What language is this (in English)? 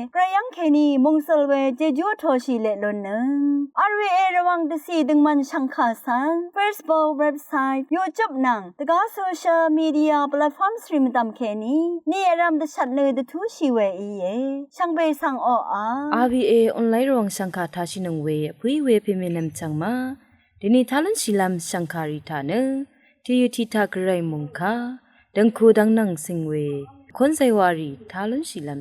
Rawang